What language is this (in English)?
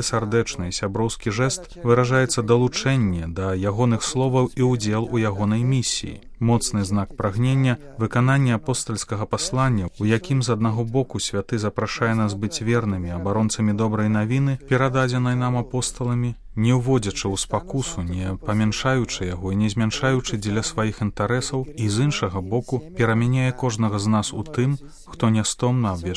Belarusian